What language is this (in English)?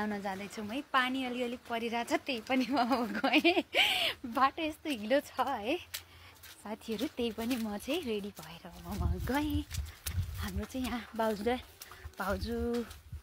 Nepali